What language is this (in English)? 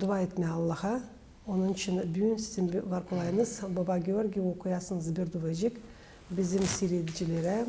Gagauz